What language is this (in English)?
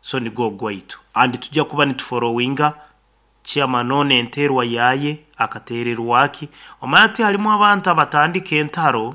Nyankole